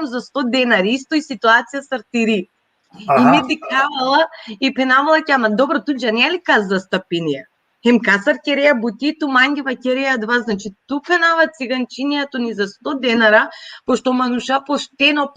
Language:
Balkan Romani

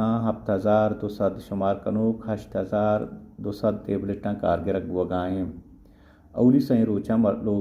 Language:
Baluchi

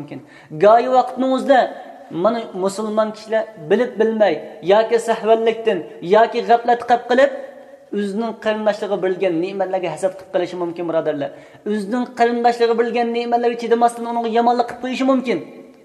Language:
Uyghur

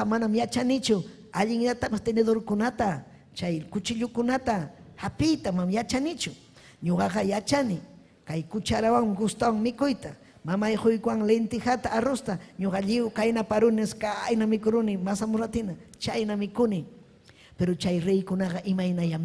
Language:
Ayacucho Quechua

